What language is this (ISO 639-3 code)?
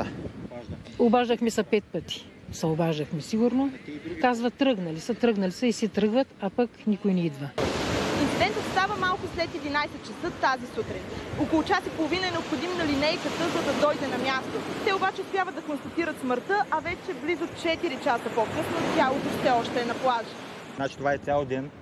bul